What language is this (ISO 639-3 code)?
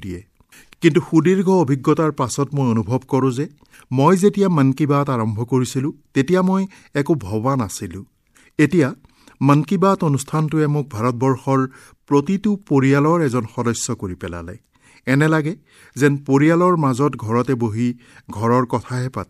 asm